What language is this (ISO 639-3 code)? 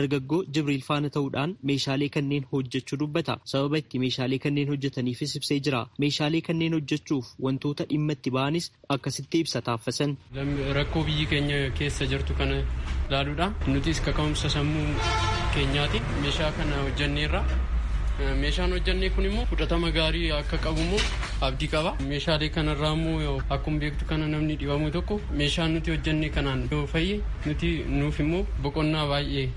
orm